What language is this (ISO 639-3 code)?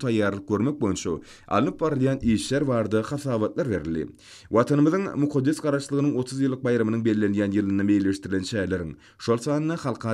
tuk